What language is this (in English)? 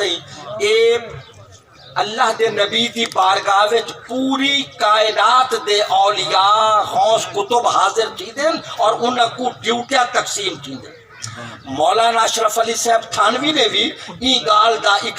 Saraiki